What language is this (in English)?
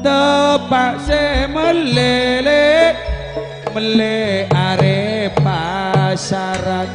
Madurese